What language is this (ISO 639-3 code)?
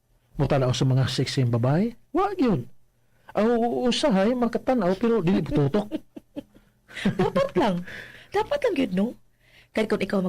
ceb